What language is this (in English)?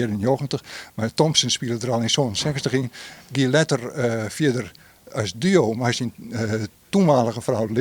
Western Frisian